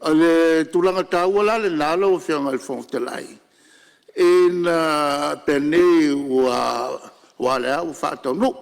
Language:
Samoan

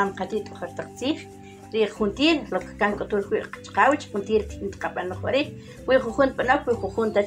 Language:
Uspanteco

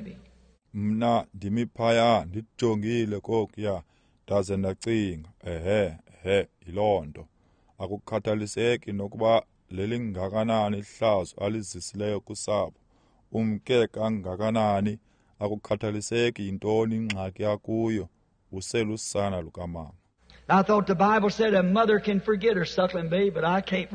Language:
Xhosa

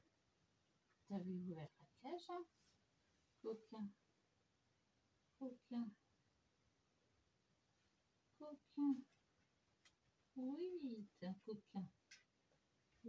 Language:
French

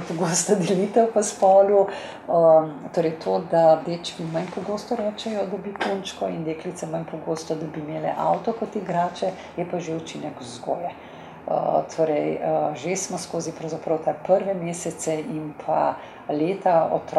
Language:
Slovenian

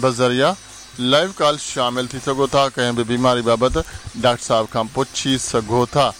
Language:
Sindhi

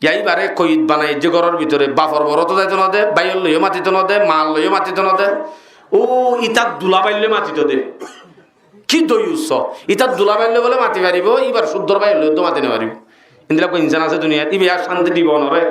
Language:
Rohingya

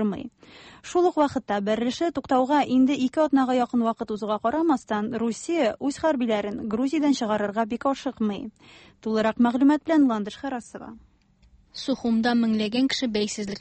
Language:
Tatar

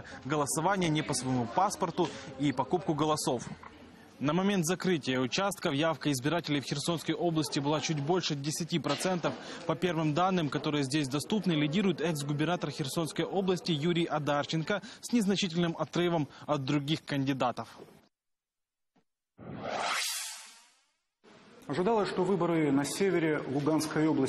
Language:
Russian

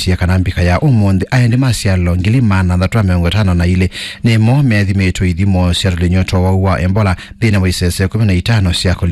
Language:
Kamba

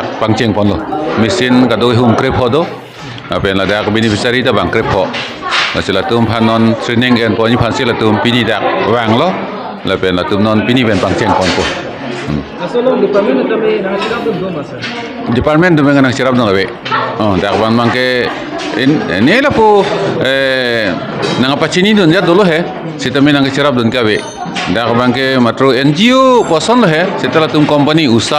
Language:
Karbi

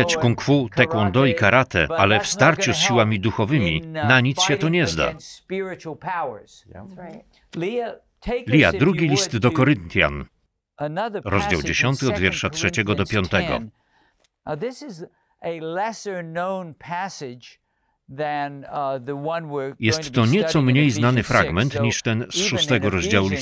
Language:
Polish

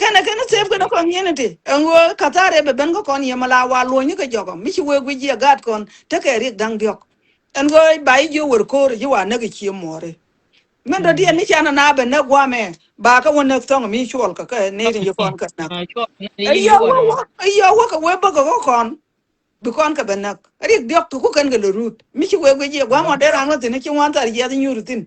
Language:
Nuer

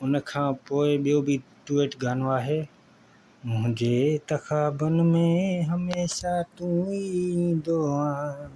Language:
Sindhi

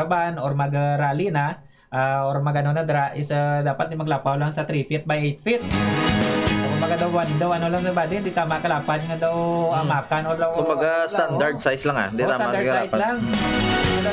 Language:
Hiligaynon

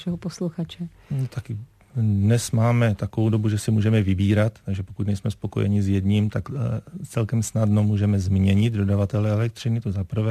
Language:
Czech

